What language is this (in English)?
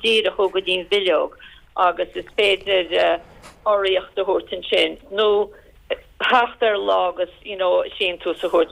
Irish